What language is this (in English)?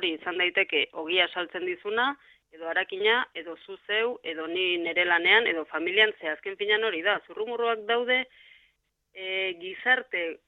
Basque